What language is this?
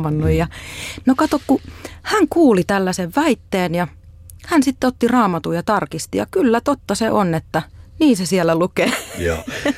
Finnish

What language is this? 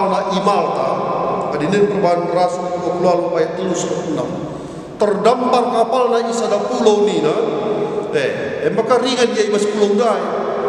Batak Karo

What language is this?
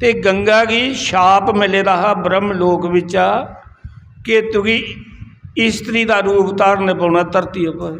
Dogri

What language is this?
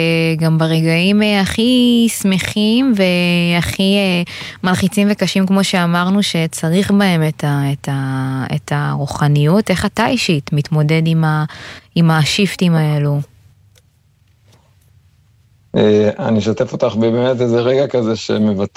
Hebrew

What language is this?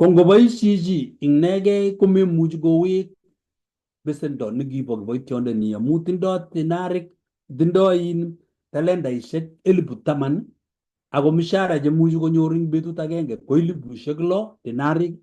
Kalenjin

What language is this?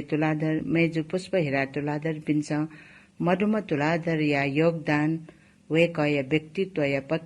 Newari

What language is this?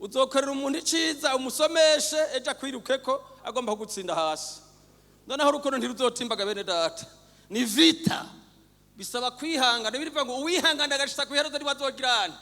Rundi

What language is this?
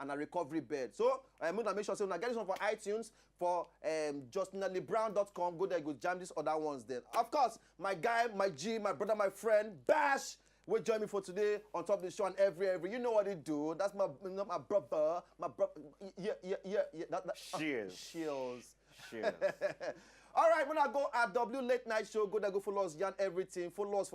Nigerian Pidgin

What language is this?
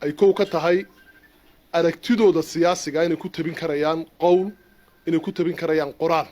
Somali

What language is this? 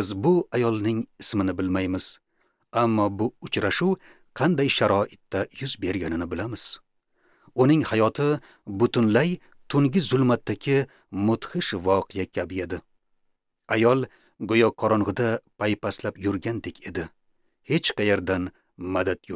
Uzbek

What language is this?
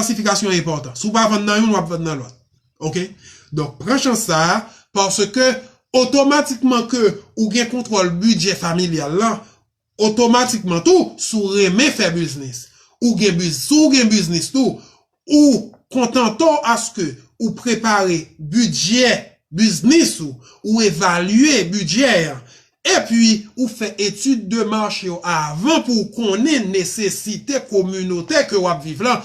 Haitian Creole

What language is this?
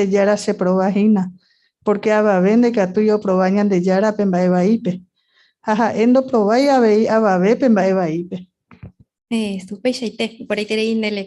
Guarani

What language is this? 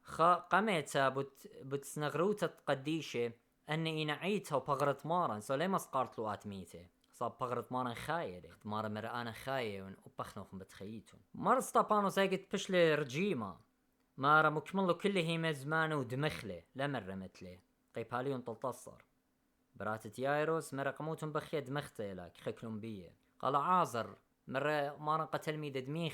Assyrian Neo-Aramaic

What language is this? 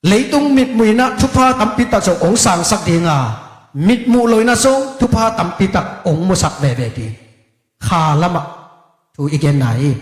Tedim Chin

